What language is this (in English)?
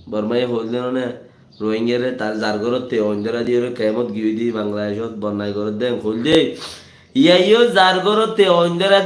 Rohingya